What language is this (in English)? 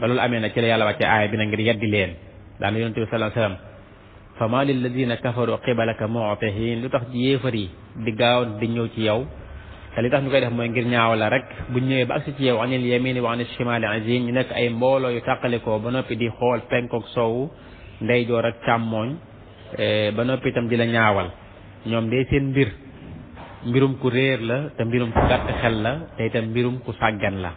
Wolof